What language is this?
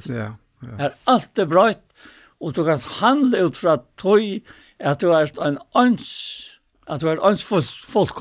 Faroese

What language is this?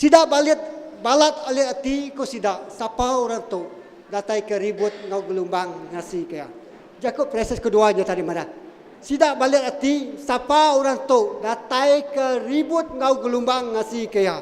Iban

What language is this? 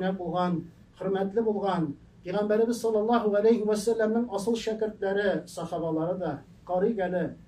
Tatar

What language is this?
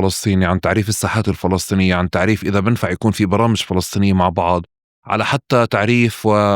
North Levantine Arabic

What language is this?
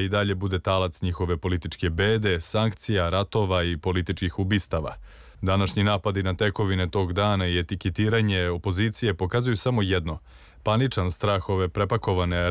Serbian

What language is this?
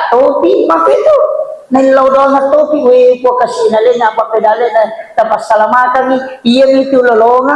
Buginese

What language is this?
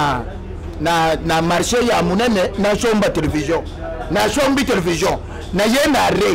Lingala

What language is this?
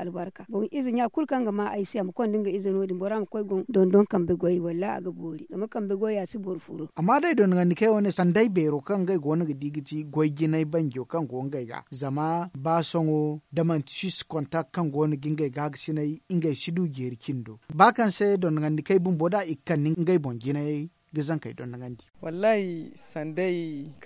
Zarma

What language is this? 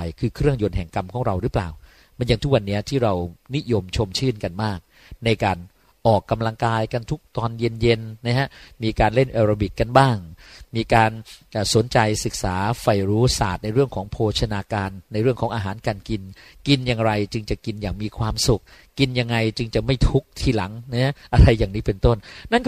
Thai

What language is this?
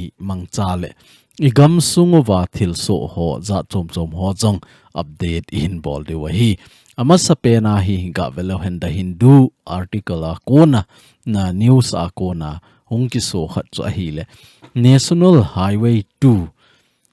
Thado Chin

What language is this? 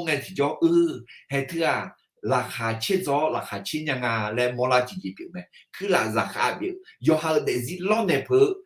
Akha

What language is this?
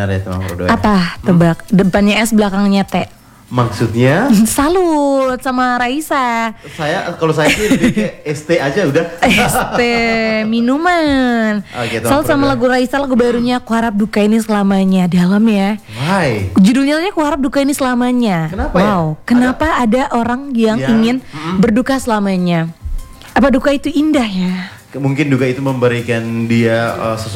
Indonesian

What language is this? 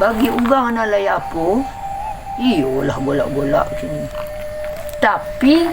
Minangkabau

